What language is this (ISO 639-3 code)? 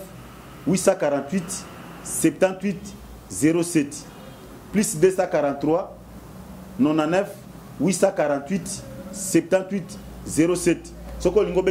lin